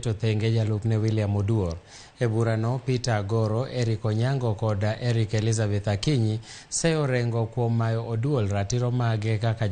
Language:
Luo (Kenya and Tanzania)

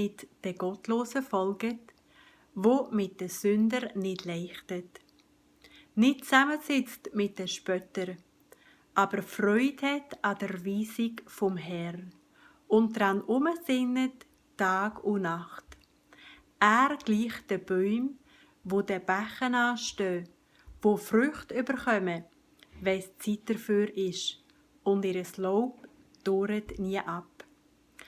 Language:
Swiss German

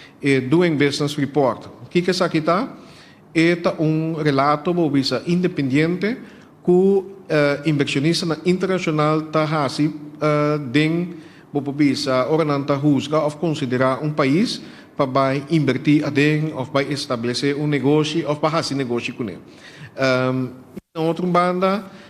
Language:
Papiamento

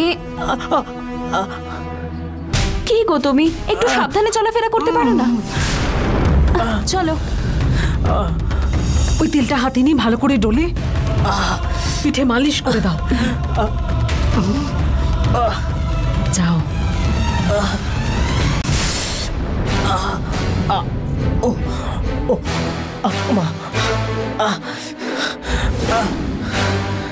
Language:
Bangla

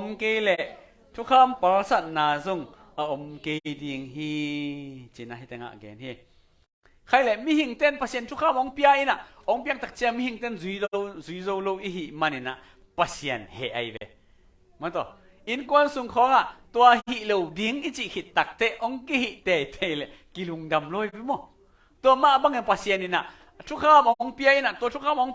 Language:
Tedim Chin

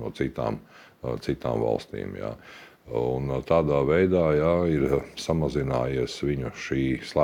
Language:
Latvian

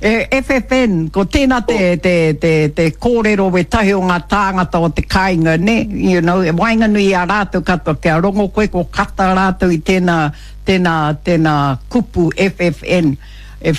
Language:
Māori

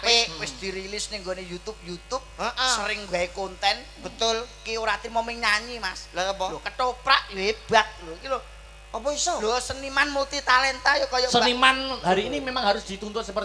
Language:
Javanese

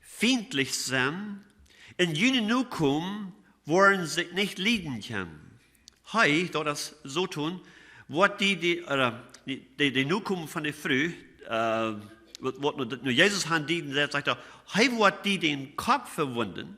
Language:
Plautdietsch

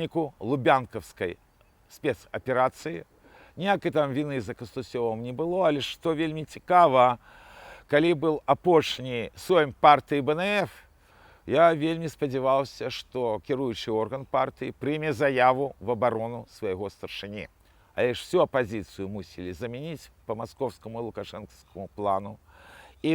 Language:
Belarusian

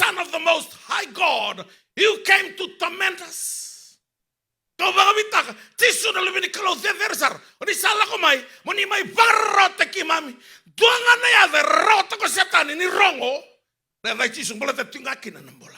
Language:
Fijian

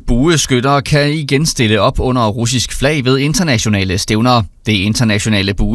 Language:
Danish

